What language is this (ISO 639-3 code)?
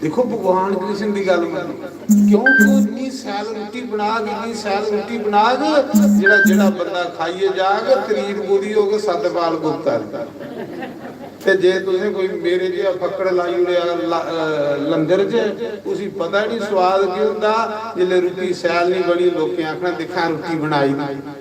doi